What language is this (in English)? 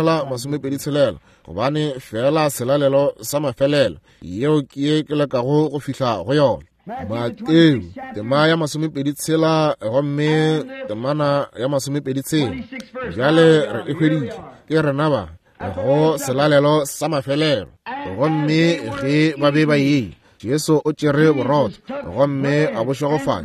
Northern Sotho